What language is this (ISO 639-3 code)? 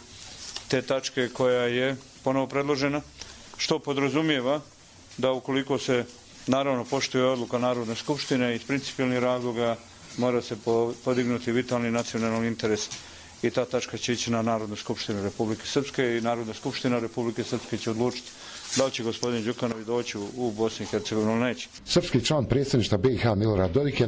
hrv